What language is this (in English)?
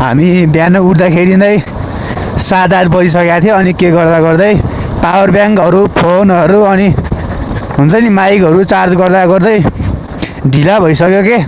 Nepali